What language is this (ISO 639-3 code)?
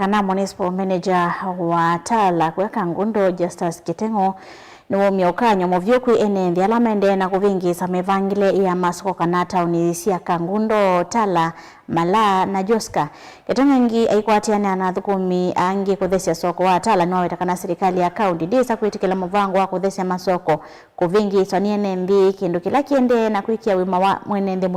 kam